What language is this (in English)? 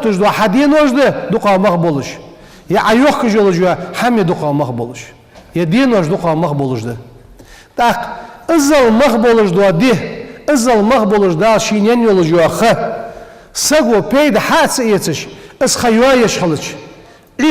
Ingush